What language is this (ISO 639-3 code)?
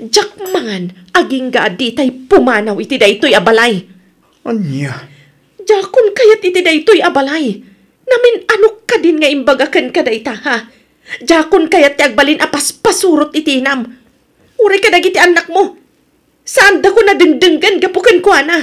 ilo